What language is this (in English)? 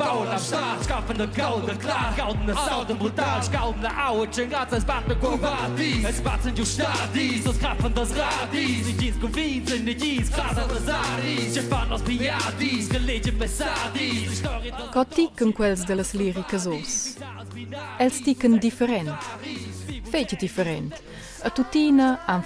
Romansh